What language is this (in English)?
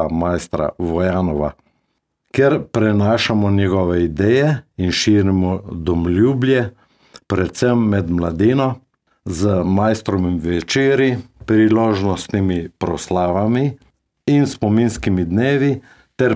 Slovenian